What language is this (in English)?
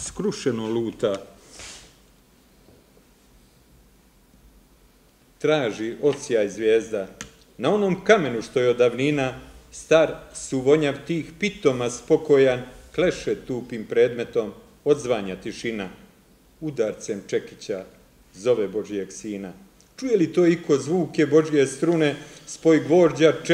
Serbian